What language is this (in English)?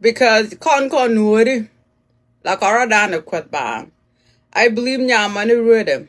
Nuer